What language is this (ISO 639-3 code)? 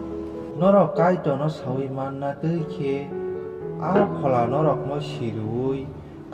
trp